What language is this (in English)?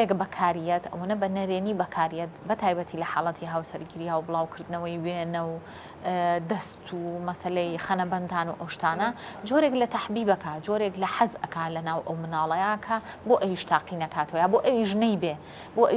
Central Kurdish